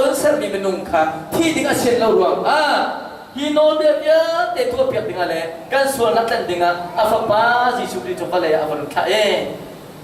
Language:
Hakha Chin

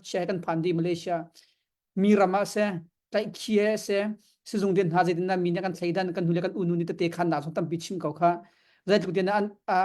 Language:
Hakha Chin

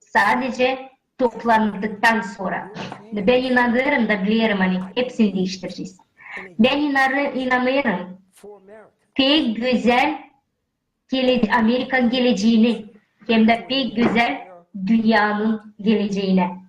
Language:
Gagauz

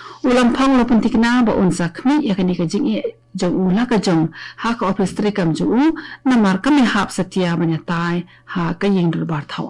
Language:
Khasi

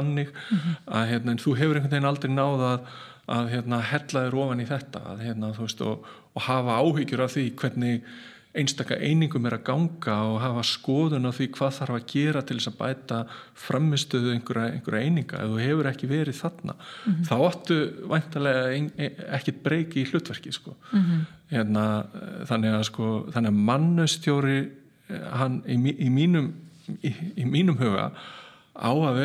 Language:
Icelandic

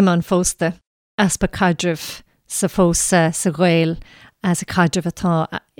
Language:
Irish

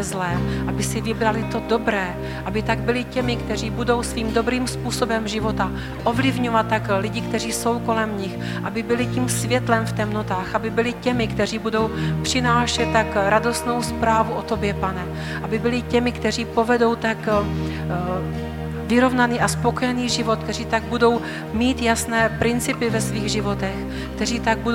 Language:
Czech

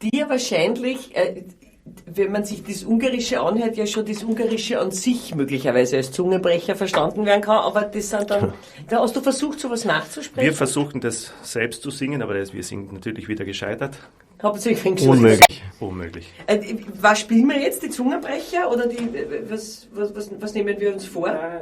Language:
Bavarian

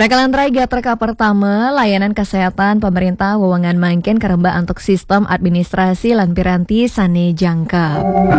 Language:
Balinese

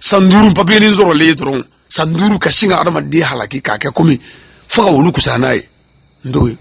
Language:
Bambara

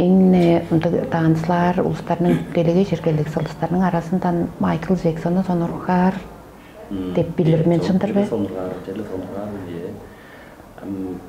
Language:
Tuvinian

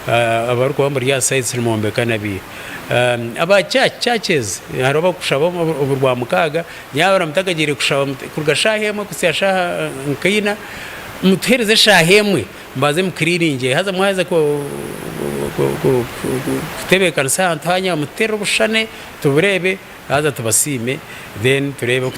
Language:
Nyankole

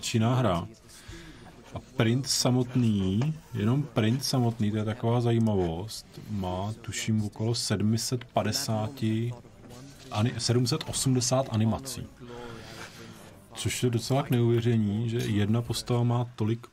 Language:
Czech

